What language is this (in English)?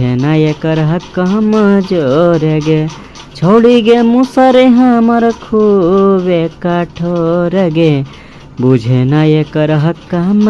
Magahi